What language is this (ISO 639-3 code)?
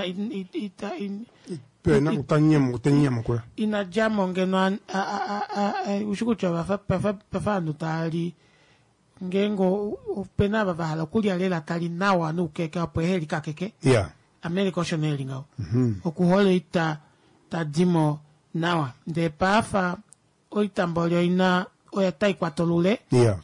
kua